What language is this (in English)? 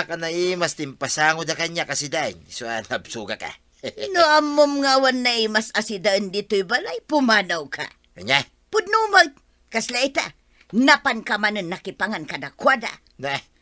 Iloko